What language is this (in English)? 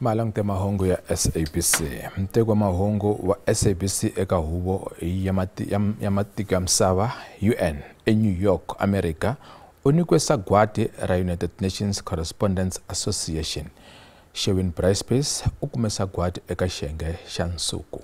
Tsonga